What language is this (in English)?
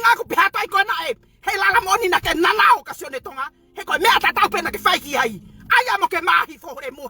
Tongan